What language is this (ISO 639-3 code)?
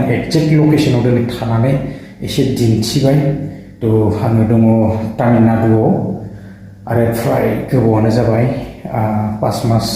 brx